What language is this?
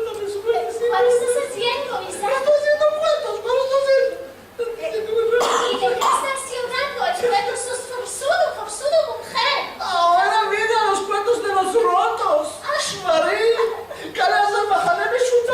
Ladino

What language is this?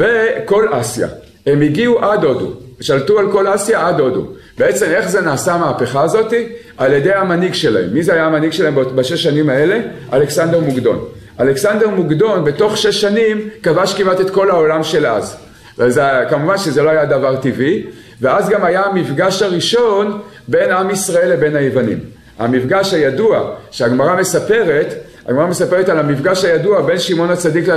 Hebrew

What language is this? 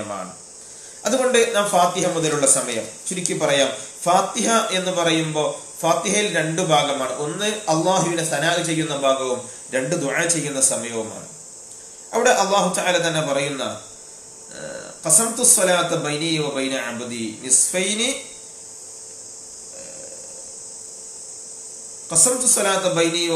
Malayalam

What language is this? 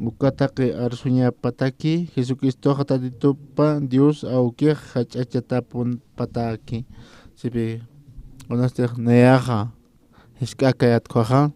Aymara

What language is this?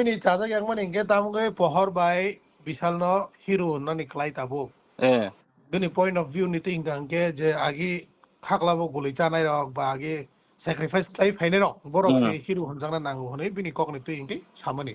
Kok Borok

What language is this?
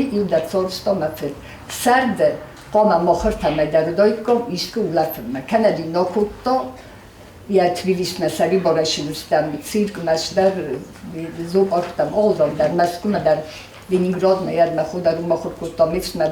Ossetic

